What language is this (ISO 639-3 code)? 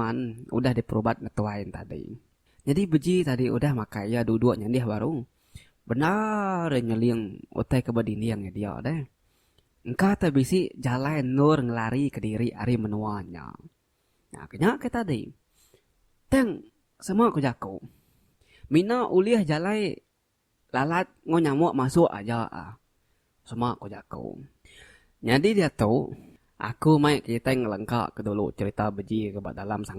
iba